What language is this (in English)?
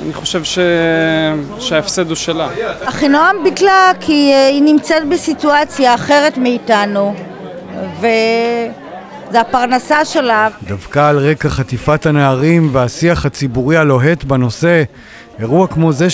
Hebrew